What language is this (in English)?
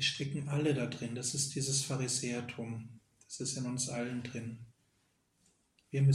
German